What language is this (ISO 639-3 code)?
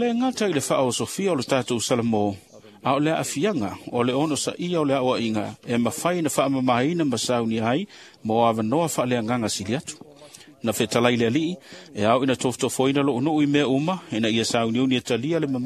smo